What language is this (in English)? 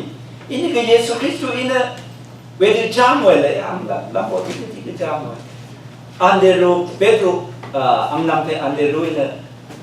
Rawang